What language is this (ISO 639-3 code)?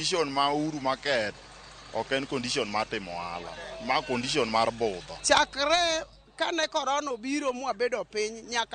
luo